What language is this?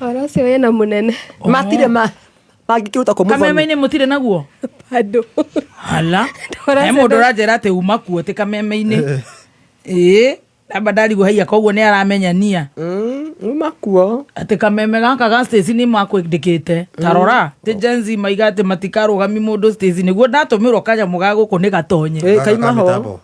Kikuyu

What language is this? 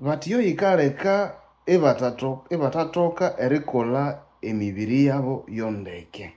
Nande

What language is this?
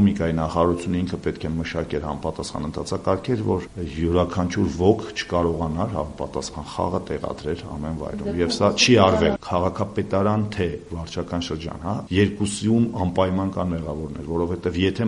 Armenian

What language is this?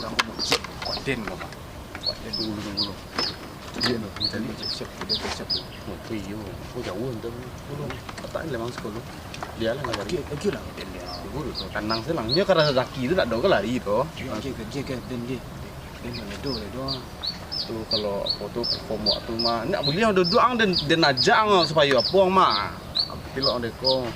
Minangkabau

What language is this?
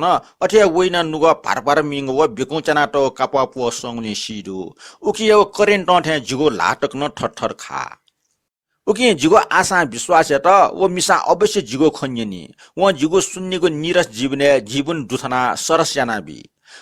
Newari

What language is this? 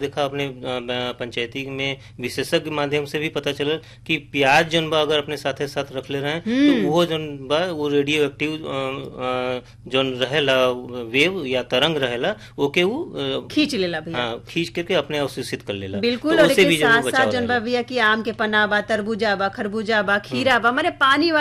Bhojpuri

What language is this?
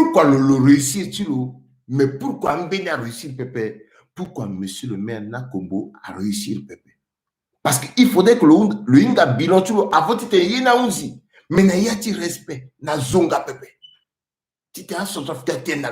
Sango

